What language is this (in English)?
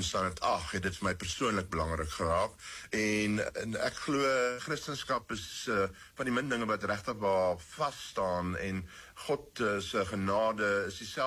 Afrikaans